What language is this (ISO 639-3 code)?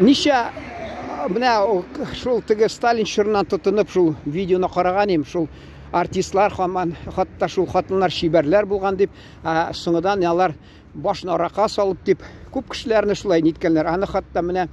tat